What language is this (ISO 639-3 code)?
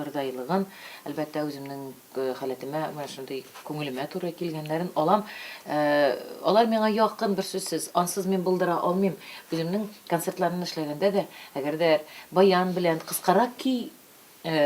tat